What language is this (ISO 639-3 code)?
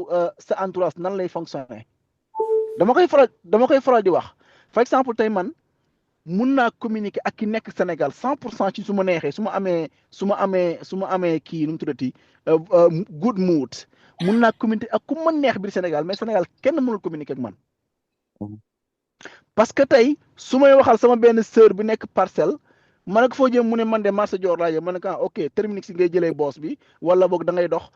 wol